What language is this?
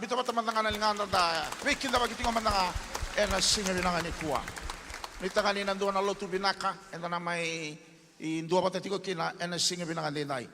Fijian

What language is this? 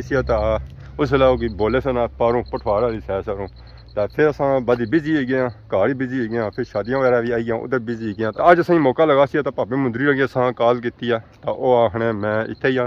Pahari-Potwari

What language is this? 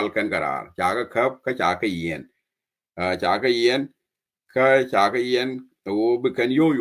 Nuer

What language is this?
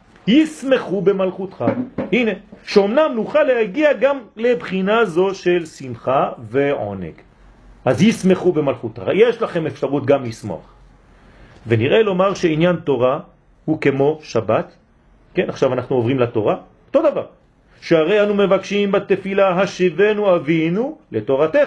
Hebrew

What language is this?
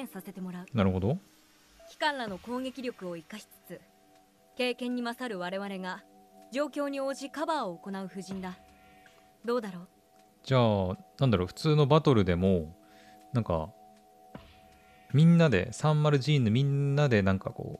Japanese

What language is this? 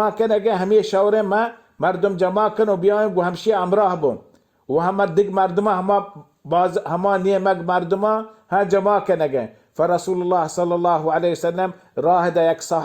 Baluchi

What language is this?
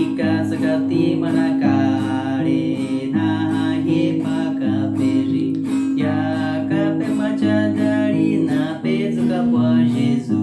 Baniwa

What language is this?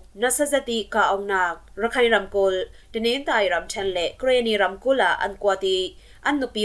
Falam Chin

